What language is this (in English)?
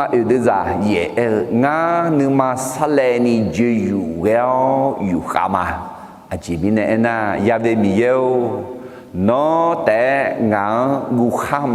Akha